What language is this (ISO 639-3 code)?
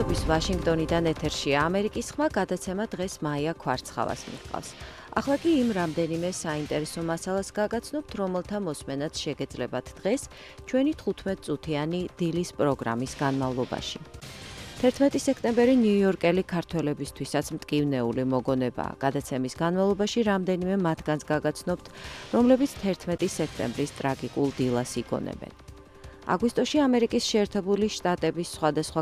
kat